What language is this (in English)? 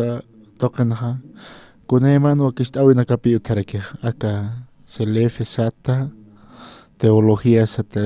Aymara